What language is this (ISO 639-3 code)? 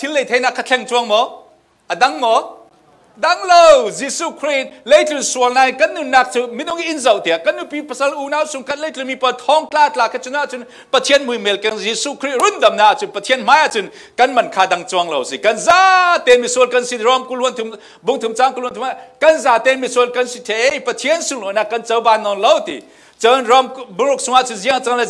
cfm